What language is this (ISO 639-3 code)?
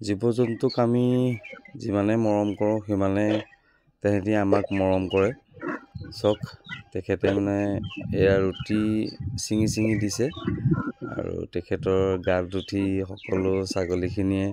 asm